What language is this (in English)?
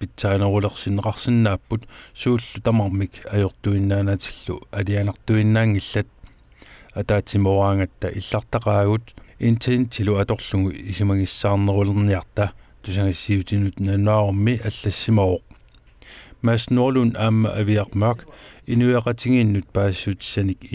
Kalaallisut